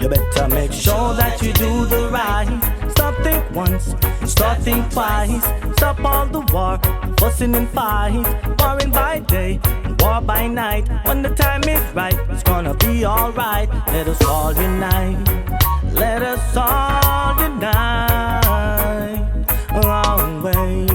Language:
Jamaican Creole English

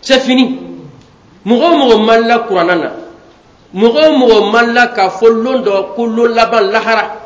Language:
Bambara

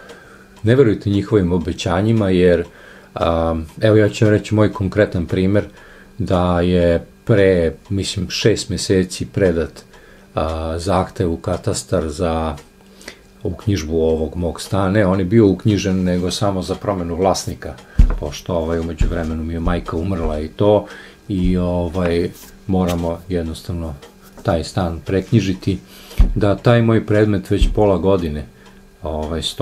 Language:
Serbian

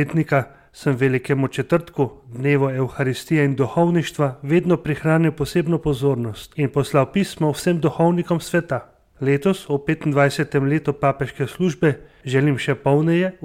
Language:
Slovenian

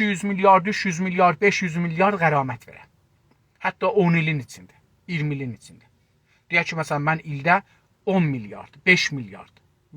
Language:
South Azerbaijani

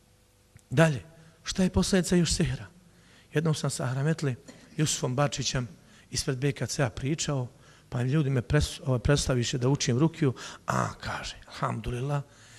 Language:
Bosnian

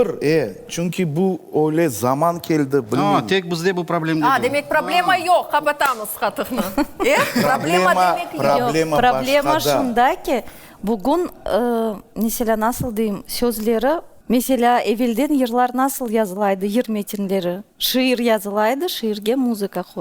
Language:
Crimean Tatar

